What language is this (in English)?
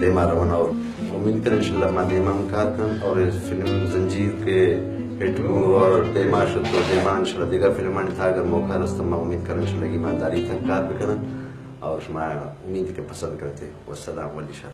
Brahui